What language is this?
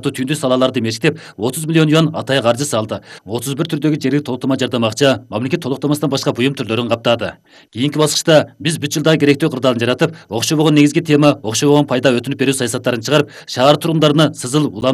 Kyrgyz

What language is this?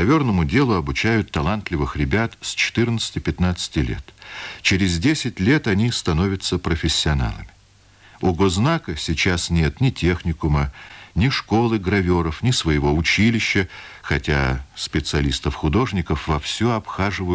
Russian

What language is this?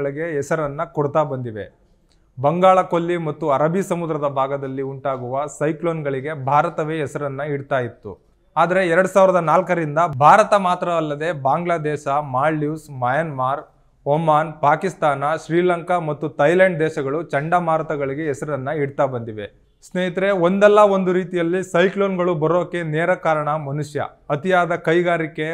Kannada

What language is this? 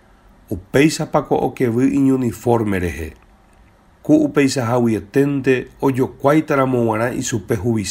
Guarani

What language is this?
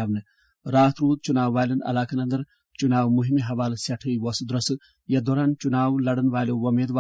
Kashmiri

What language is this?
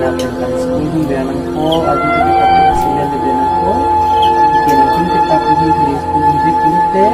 Karbi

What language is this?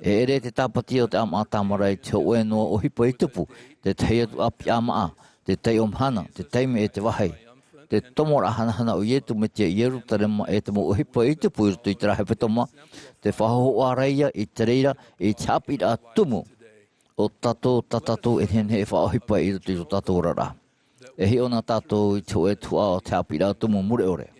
Tahitian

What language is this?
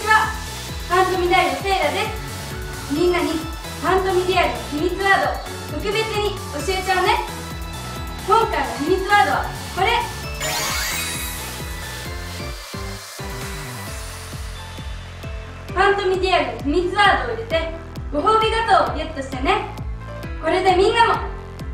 Japanese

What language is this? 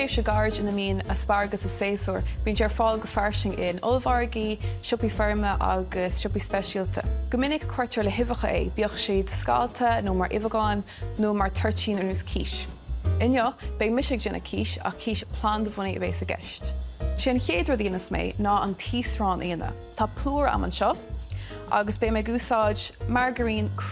Irish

